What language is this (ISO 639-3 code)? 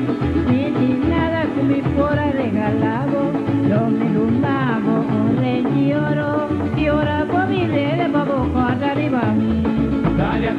pap